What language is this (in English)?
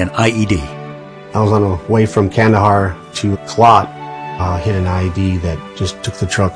English